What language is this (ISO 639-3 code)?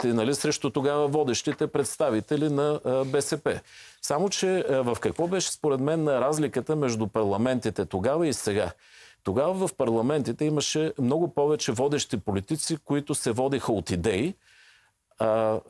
bul